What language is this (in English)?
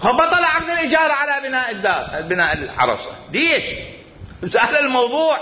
Mesopotamian Arabic